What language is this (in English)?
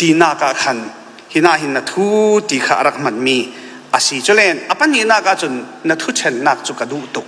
Falam Chin